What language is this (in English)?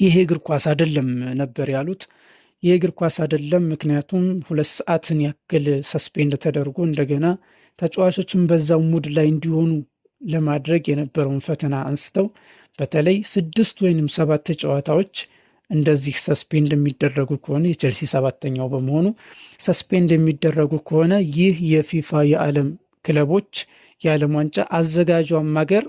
Amharic